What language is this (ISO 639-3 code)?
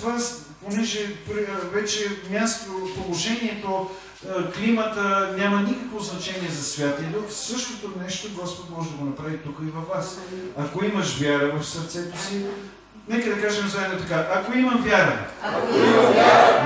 bul